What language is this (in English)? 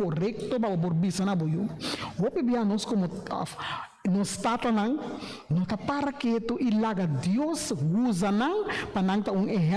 Papiamento